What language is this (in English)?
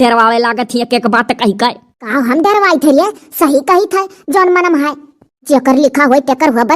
Awadhi